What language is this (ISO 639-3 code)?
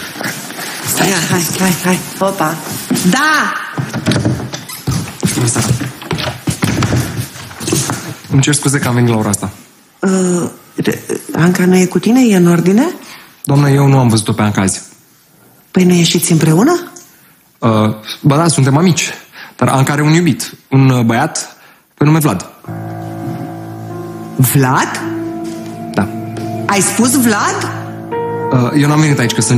ron